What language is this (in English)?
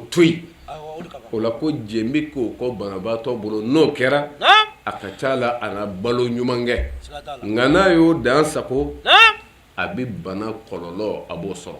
Bambara